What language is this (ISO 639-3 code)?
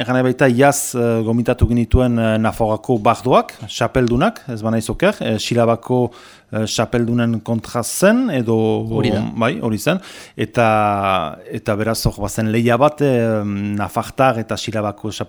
eus